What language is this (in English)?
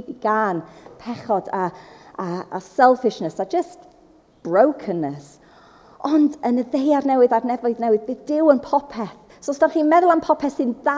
Welsh